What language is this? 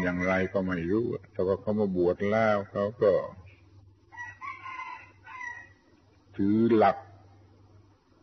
Thai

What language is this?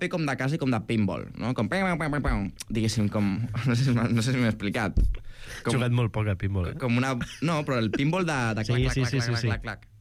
Catalan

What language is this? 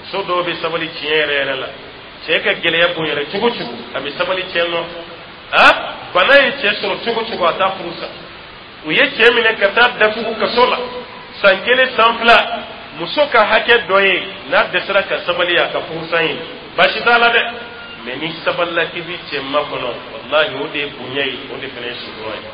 Dyula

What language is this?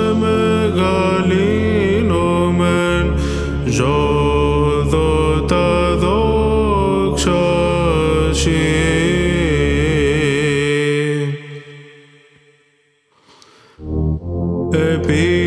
Greek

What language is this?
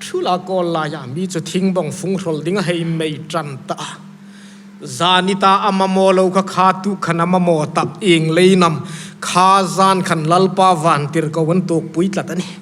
Hmar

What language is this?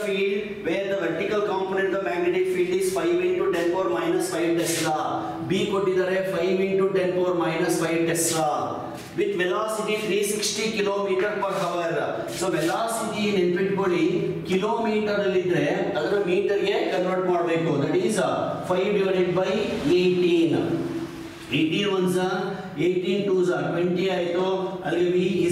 Kannada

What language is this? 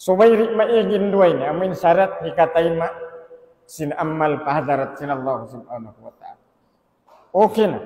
Tausug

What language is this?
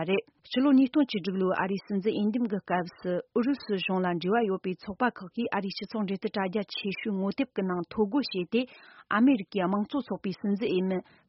Tibetan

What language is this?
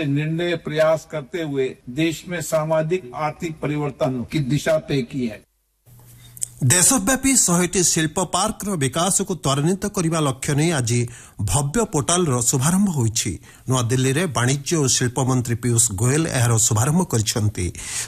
Odia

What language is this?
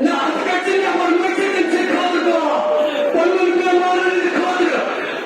Kashmiri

